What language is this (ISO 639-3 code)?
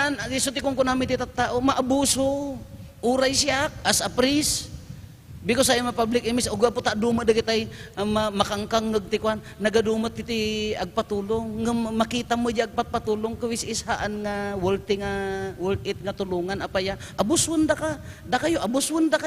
ilo